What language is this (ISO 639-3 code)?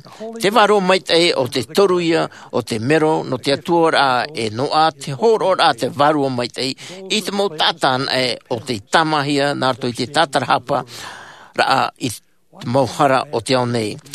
tah